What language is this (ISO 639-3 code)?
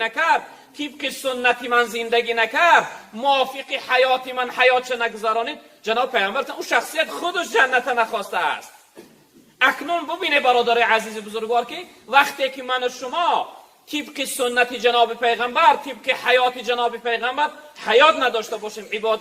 tgk